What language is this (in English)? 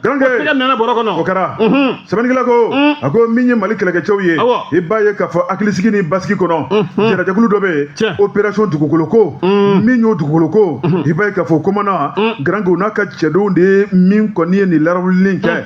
Bambara